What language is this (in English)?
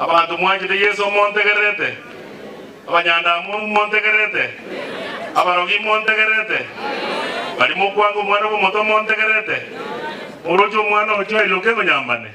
Gusii